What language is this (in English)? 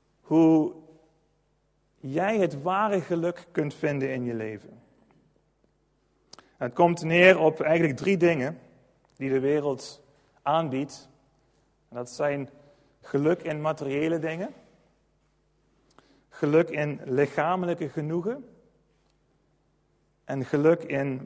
Dutch